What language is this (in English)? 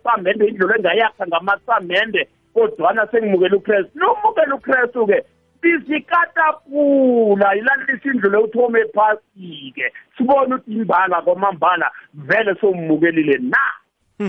South Ndebele